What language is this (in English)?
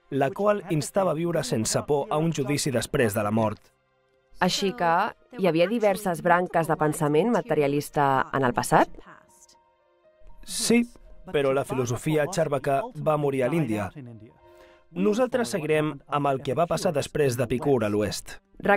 Catalan